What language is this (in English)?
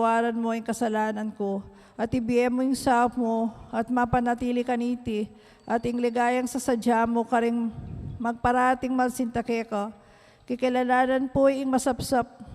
Pampanga